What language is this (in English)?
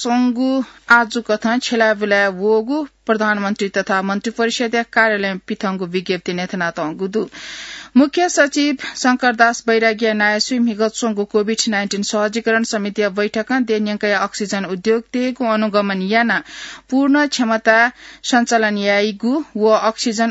Newari